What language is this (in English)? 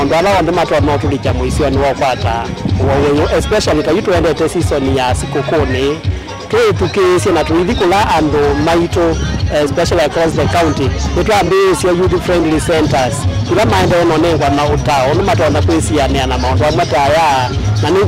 Kamba